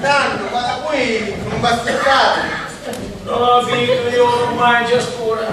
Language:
Sicilian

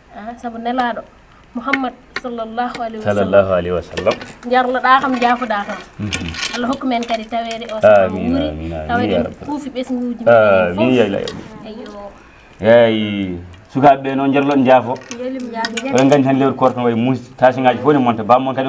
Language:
Fula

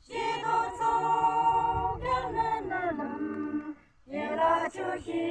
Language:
Yimchungru Naga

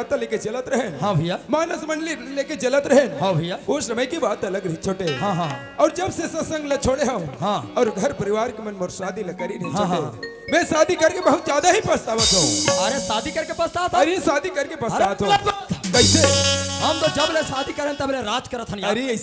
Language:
Chhattisgarhi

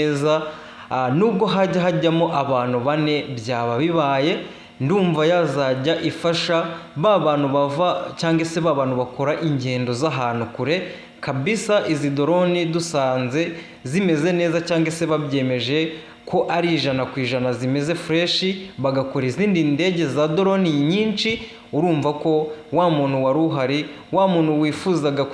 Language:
Kinyarwanda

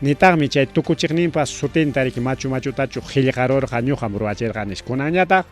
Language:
Ayacucho Quechua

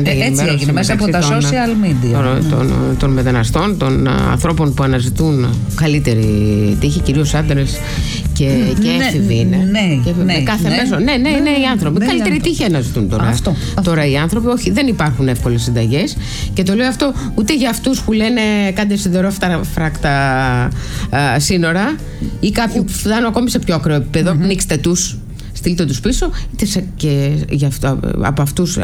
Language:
Greek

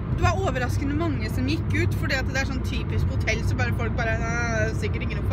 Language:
Norwegian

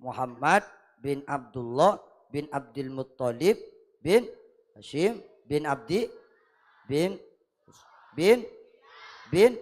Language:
Madurese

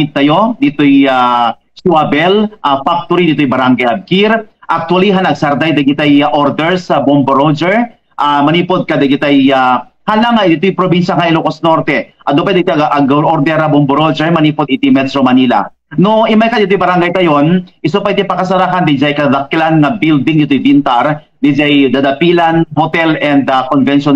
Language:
Iloko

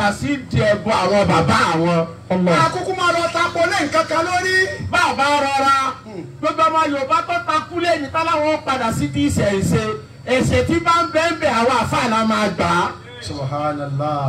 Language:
Yoruba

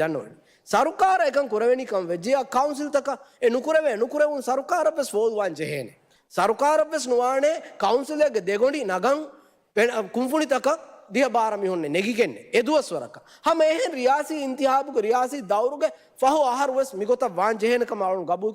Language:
Divehi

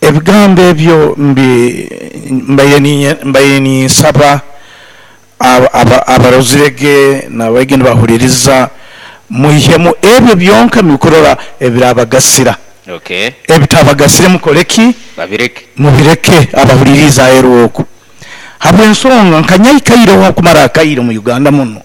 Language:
Nyoro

